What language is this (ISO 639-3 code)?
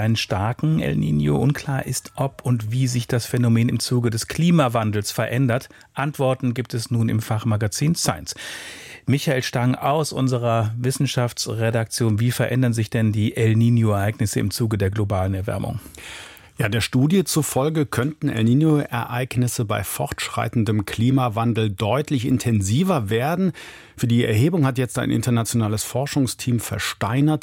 deu